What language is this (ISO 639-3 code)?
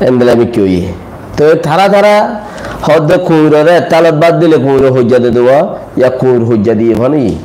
rhg